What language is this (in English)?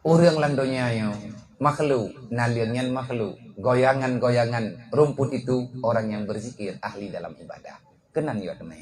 Achinese